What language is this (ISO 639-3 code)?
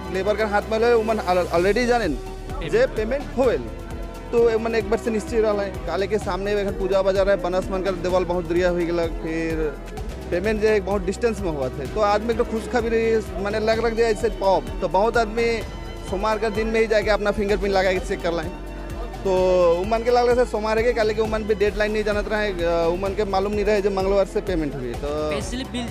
sck